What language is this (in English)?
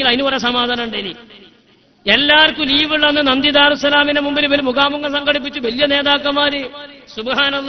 Malayalam